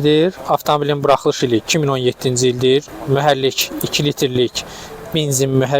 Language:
Azerbaijani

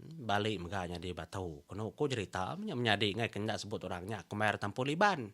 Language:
Iban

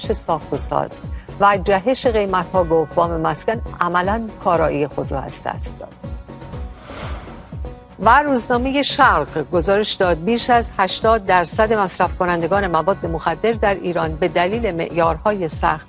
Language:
Persian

